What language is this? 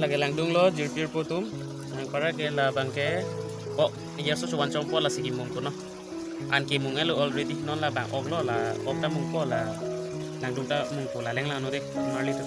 Karbi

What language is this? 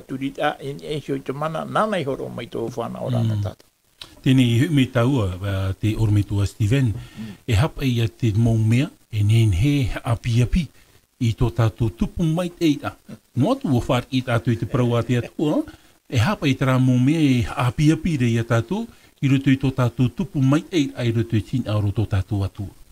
Tahitian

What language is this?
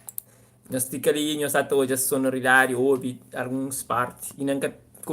Kabuverdianu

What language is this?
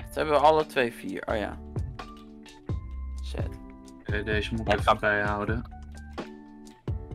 Dutch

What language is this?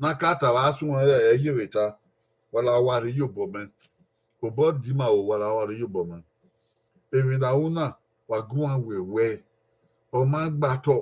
Bini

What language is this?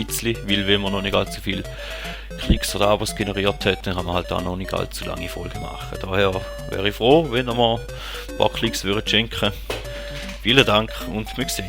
Swiss German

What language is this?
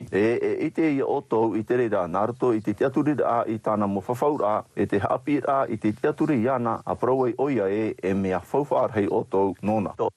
Tahitian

